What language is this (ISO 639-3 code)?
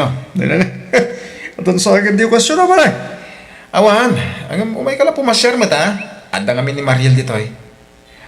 ilo